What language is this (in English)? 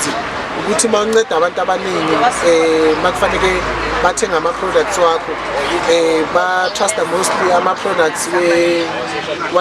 Zulu